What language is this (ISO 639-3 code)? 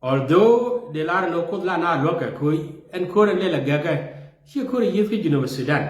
nus